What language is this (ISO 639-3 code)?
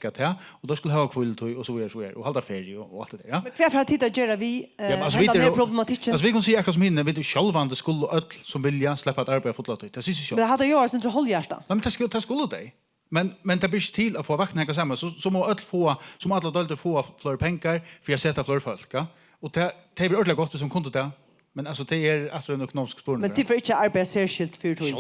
fao